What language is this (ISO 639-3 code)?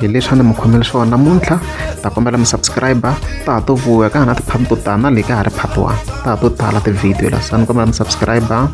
tso